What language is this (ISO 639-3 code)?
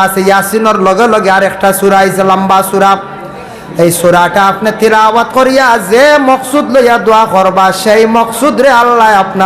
syl